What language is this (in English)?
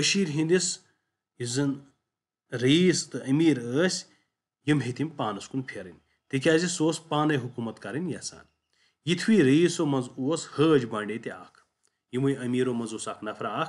Kashmiri